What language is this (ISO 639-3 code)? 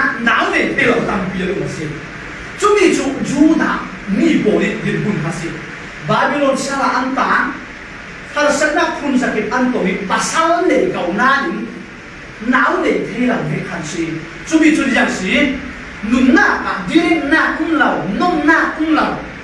cfm